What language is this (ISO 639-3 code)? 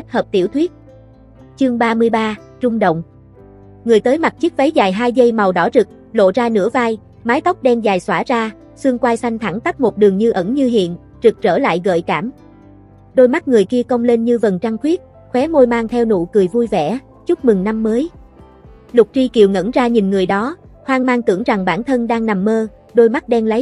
vie